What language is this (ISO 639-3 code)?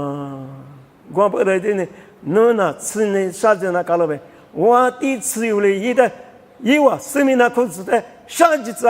lis